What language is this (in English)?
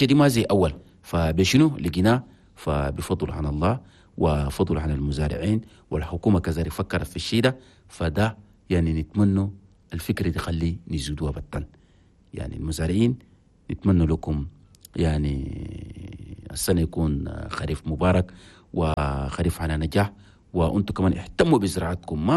Chadian Arabic